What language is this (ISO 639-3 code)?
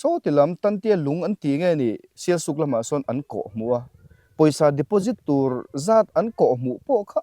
lus